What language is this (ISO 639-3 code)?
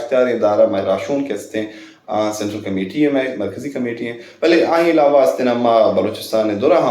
brh